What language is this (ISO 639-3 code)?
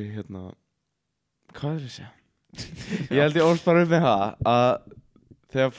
isl